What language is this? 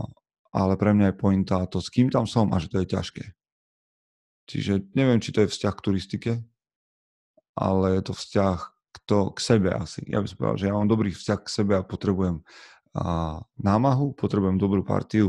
Slovak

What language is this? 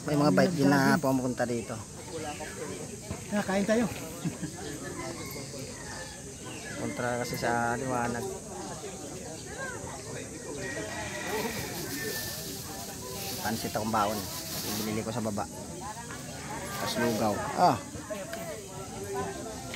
Filipino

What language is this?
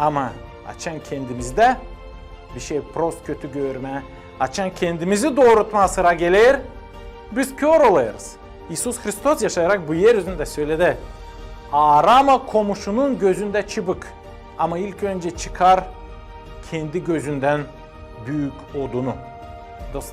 Gagauz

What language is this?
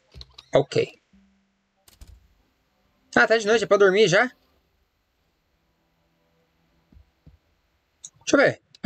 Portuguese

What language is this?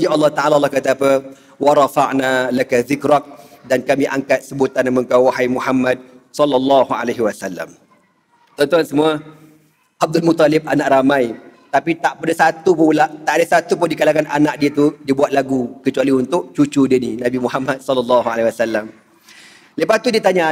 Malay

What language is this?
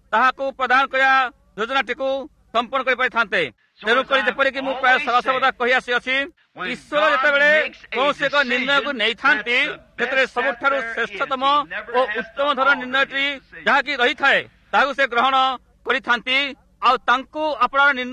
Odia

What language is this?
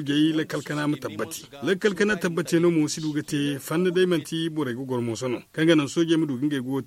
Zarma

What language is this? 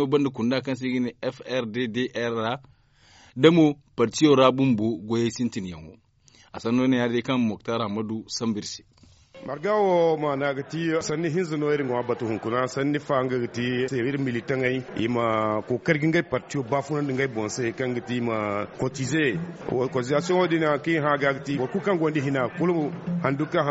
Zarma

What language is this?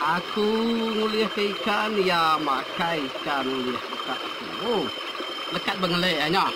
Iban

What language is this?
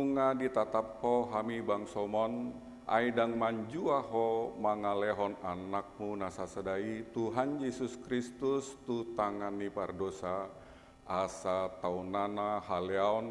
Batak Toba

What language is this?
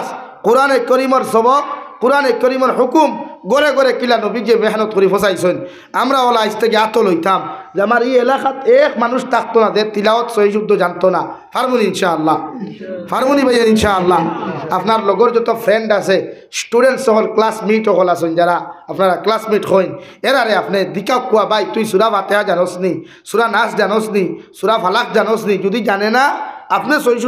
Sylheti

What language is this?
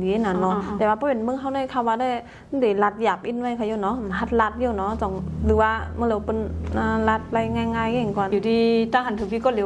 Shan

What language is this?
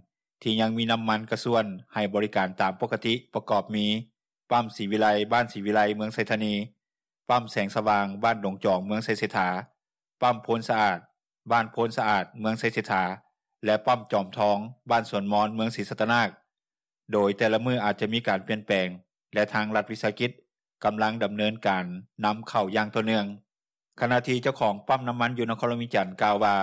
Lao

